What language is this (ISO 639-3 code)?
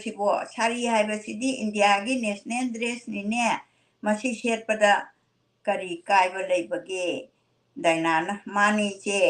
mni